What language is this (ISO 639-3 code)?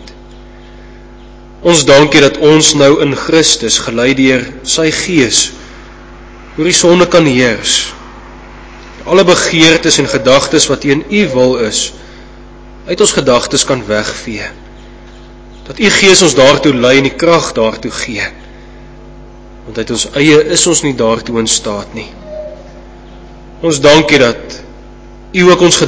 afr